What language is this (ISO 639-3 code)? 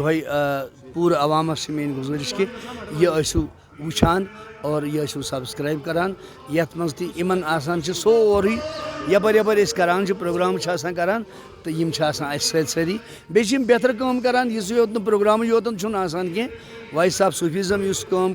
kas